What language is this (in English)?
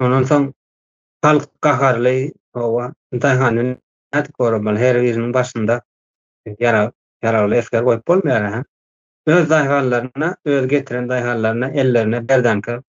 Turkmen